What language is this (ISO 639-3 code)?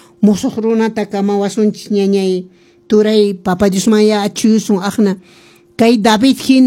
que